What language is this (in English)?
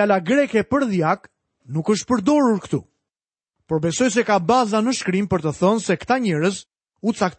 Albanian